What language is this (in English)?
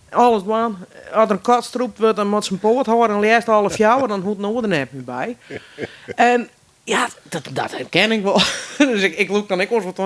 Western Frisian